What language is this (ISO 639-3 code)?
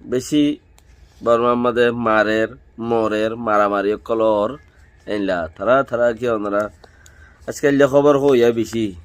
rhg